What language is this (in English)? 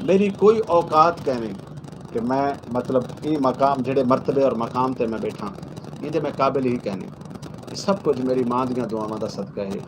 Saraiki